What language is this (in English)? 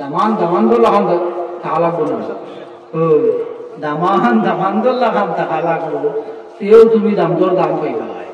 Sylheti